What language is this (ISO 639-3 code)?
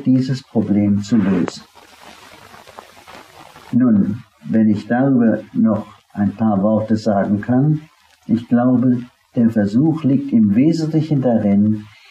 deu